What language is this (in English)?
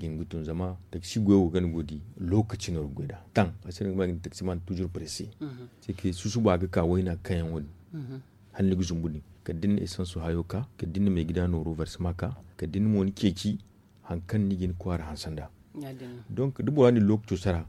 Zarma